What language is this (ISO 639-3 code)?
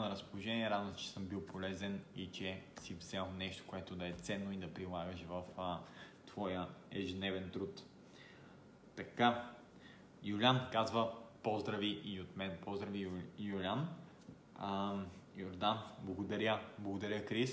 bul